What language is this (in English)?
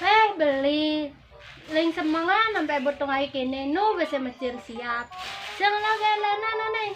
Balinese